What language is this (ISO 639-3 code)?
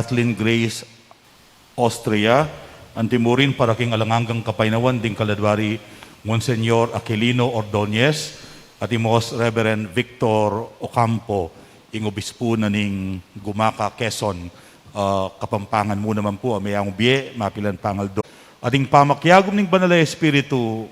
pam